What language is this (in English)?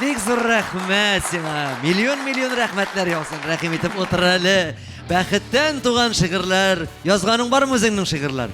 Tatar